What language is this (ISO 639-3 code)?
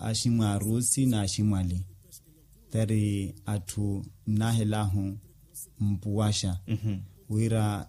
vmw